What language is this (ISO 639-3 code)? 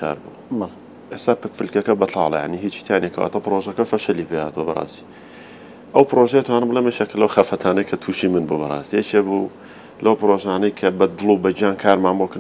ckb